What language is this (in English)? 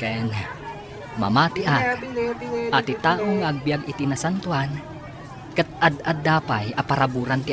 Iloko